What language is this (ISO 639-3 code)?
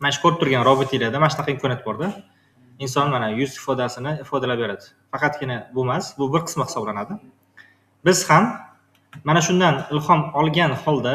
uzb